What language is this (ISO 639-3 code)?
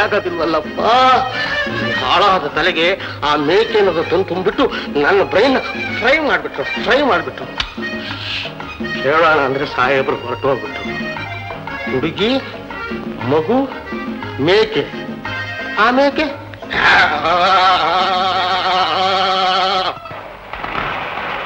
kan